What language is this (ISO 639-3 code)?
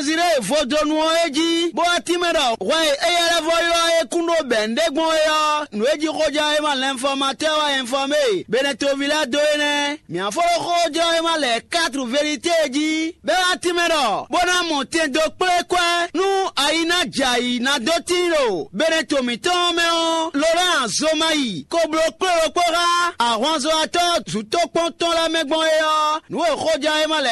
fon